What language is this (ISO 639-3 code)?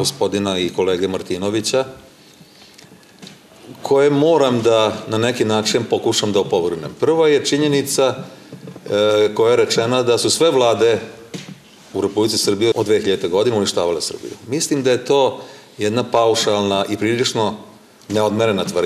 srp